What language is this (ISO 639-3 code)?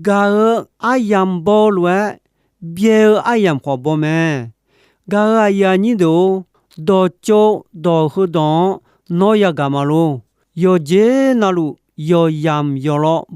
ahk